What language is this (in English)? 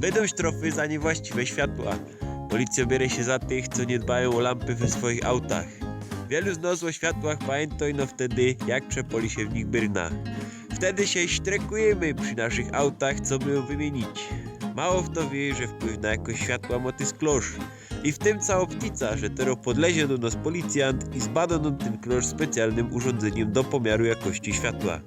Silesian